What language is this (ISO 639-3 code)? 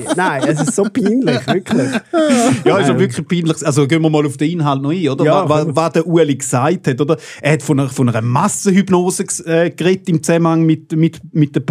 gsw